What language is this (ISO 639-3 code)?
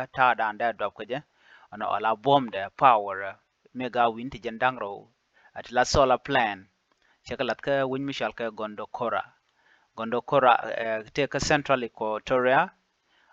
nus